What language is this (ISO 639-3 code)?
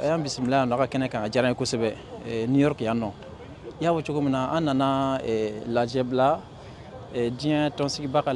bam